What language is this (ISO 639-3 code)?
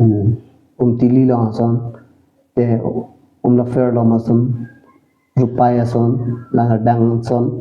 mjw